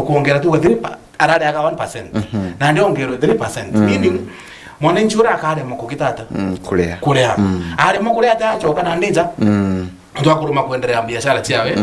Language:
Meru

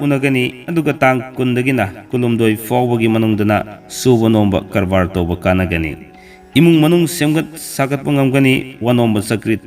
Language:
Manipuri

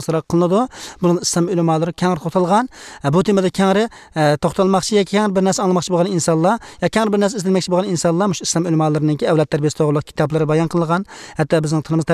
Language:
Uyghur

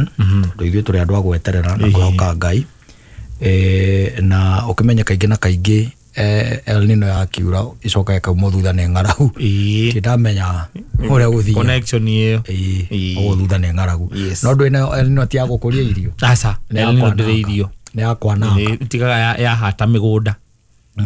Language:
Kikuyu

